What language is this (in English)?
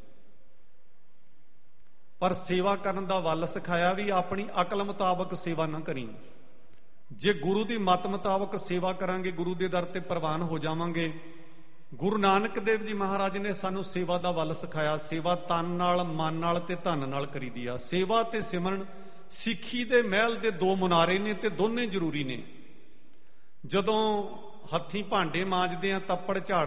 Punjabi